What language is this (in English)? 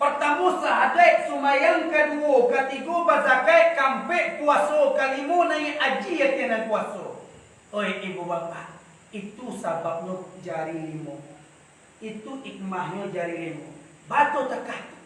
Minangkabau